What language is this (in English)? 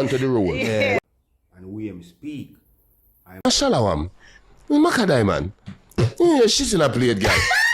Jamaican Creole English